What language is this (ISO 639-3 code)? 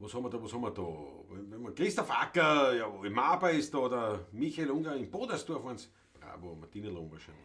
bar